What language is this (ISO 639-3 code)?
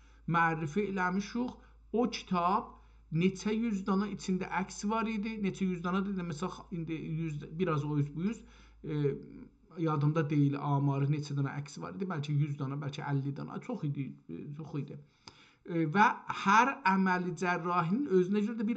azb